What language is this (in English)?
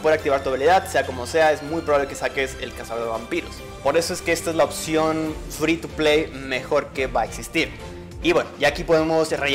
Spanish